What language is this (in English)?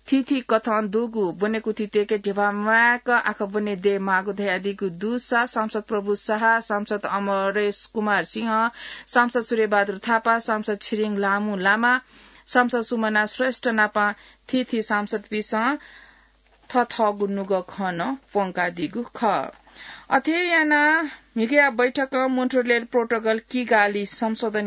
Newari